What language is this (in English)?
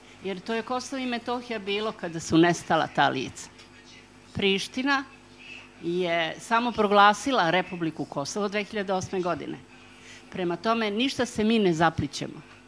Serbian